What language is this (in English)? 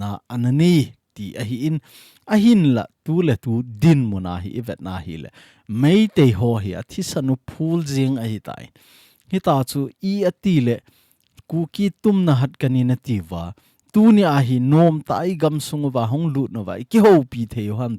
Thado Chin